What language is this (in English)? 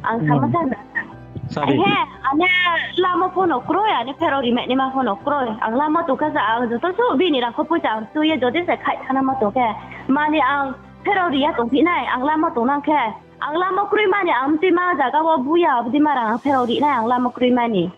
Riang (India)